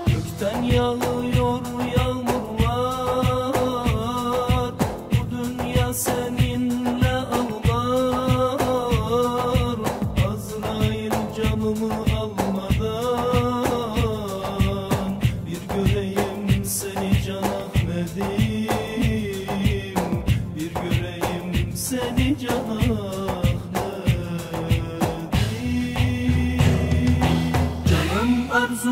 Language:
Turkish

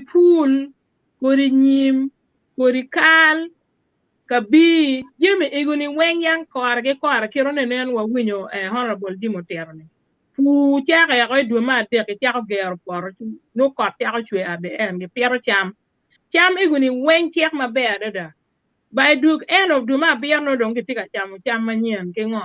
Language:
Acoli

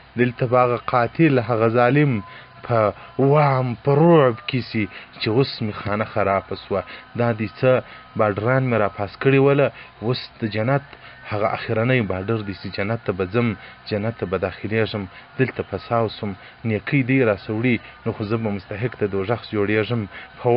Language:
Pashto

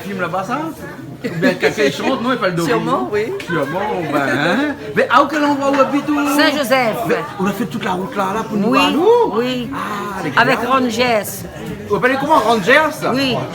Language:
Réunion Creole French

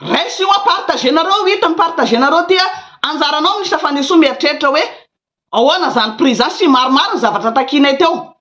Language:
Malagasy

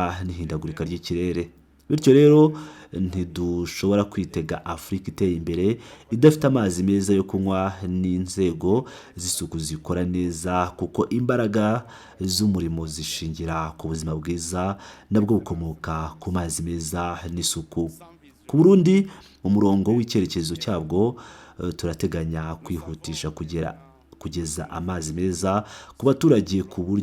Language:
Kinyarwanda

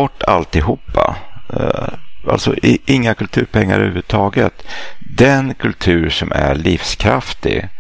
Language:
Swedish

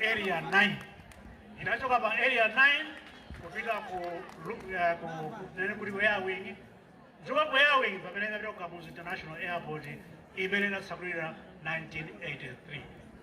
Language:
Nyanja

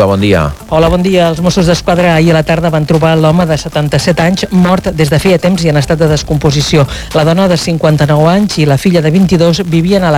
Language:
Catalan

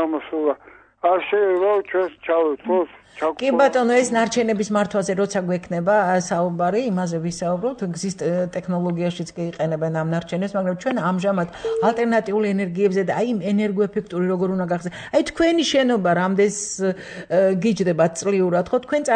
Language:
Georgian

